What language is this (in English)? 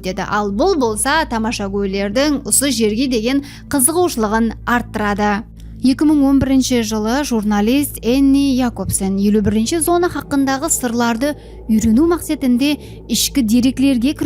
Kara-Kalpak